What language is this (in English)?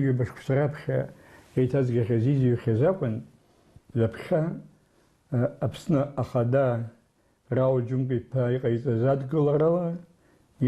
Abkhazian